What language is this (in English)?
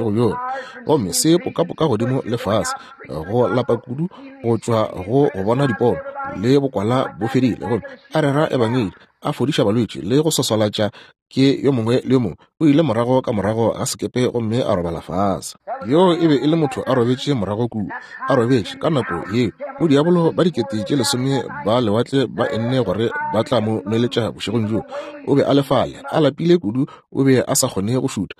Northern Sotho